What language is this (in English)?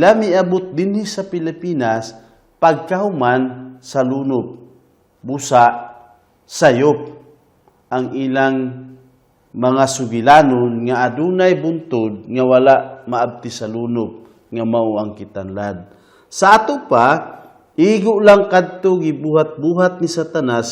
Cebuano